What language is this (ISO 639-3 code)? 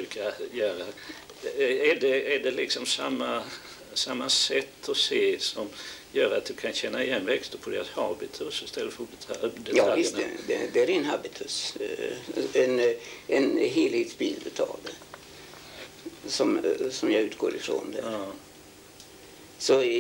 swe